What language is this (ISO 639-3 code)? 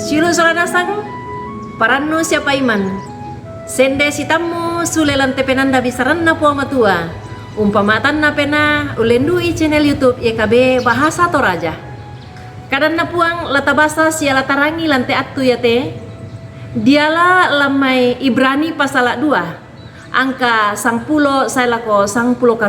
sda